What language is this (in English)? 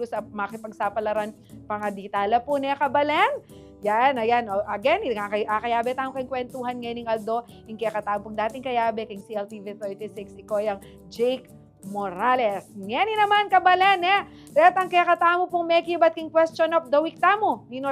Pampanga